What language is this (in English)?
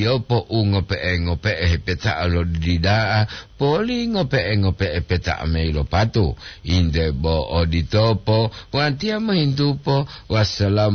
Gorontalo